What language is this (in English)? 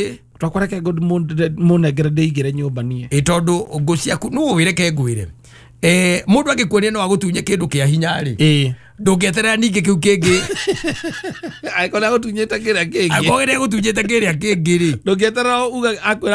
Kikuyu